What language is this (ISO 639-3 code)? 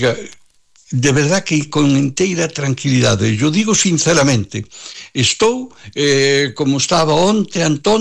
glg